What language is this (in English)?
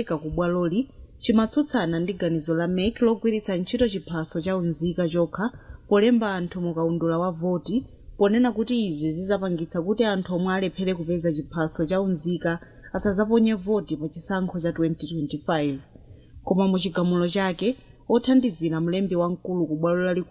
Nyanja